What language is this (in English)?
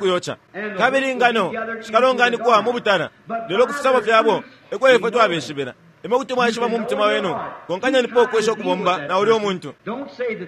Bemba